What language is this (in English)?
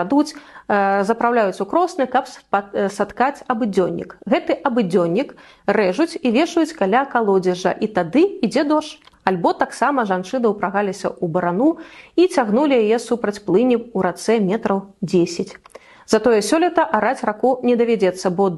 Belarusian